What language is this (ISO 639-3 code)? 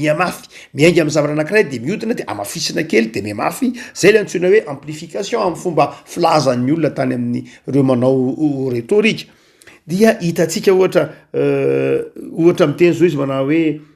mlg